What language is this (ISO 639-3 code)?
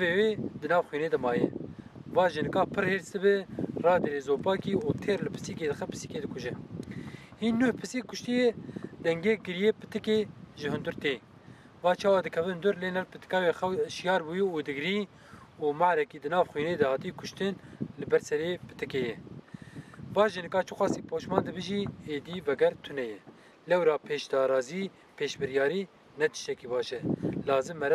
kur